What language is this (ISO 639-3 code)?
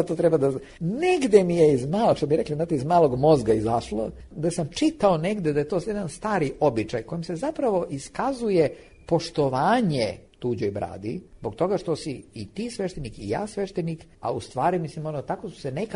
srp